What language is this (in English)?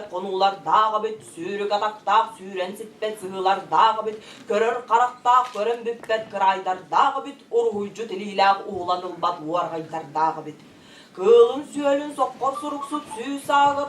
Tuvinian